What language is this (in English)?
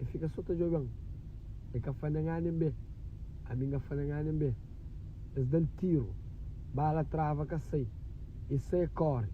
Kabuverdianu